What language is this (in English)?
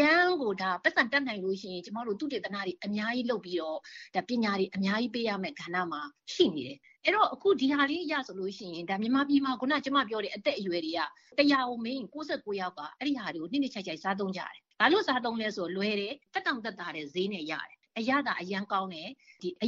Burmese